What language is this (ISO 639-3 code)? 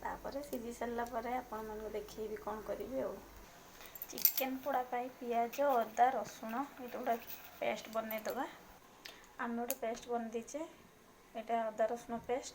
ori